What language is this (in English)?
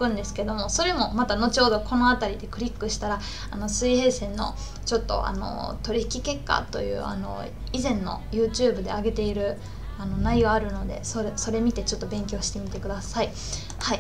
Japanese